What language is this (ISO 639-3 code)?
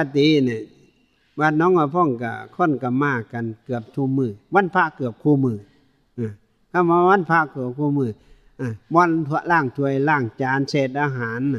tts